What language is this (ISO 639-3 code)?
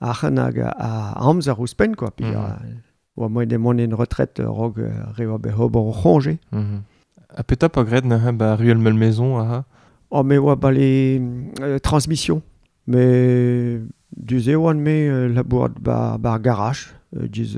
bre